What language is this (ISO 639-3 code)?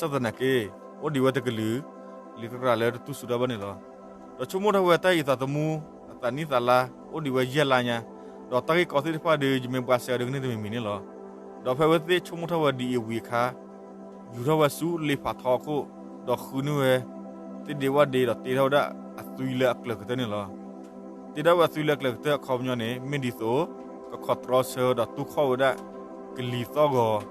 ksw